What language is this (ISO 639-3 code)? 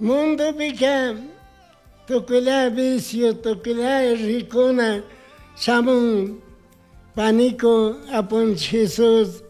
qug